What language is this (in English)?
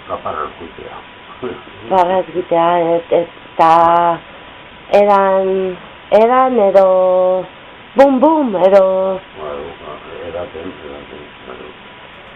Basque